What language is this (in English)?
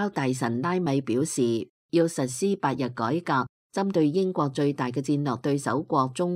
Cantonese